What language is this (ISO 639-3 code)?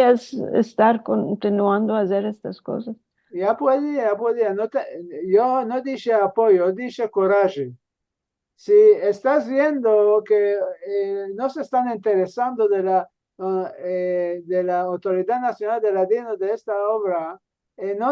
lad